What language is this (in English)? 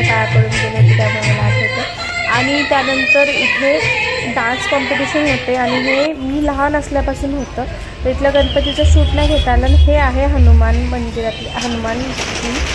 Marathi